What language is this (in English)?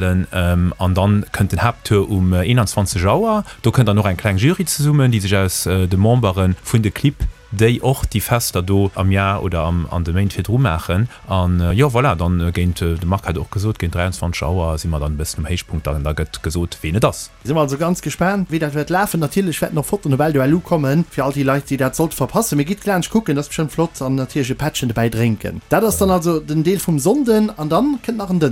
Luxembourgish